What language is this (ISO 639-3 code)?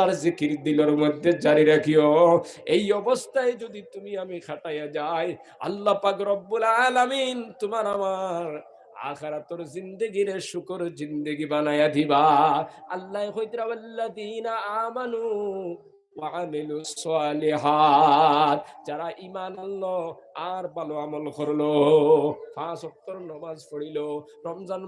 syl